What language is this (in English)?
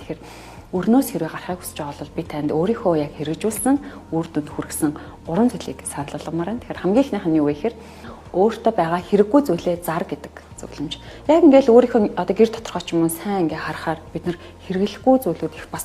Mongolian